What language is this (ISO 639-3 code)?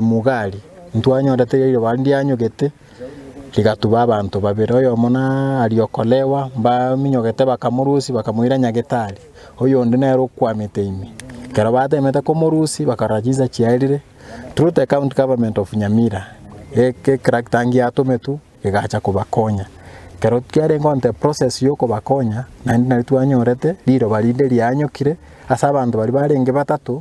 guz